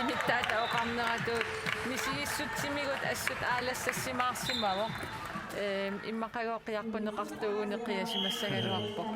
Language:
Kalaallisut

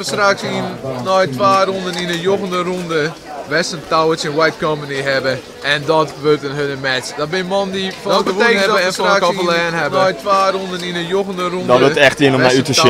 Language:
Western Frisian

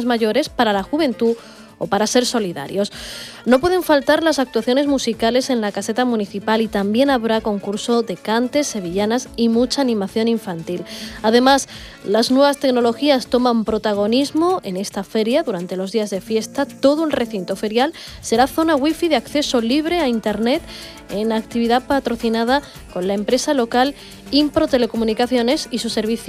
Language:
Spanish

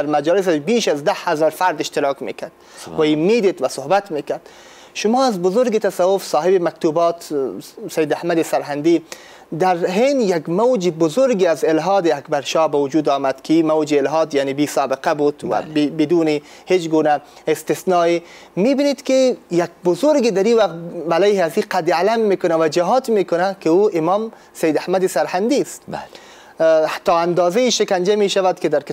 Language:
Persian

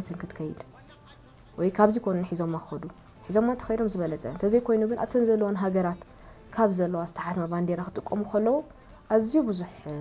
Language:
Tigrinya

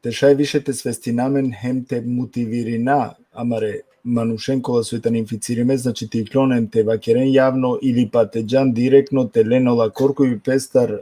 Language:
Balkan Romani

